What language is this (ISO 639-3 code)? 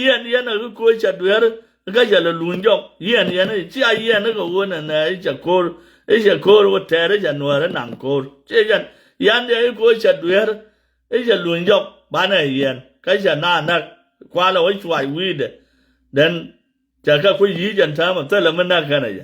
nus